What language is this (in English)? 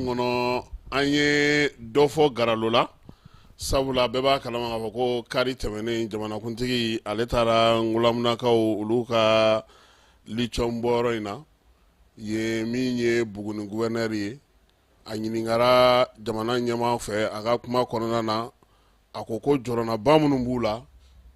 Bambara